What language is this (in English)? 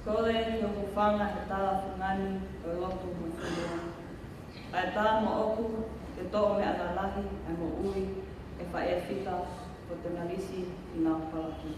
Tongan